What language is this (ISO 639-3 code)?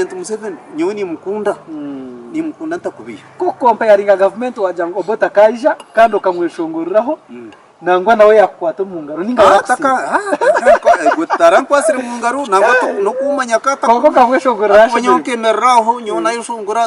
nyn